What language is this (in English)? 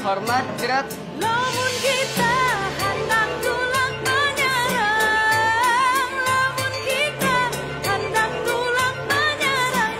Banjar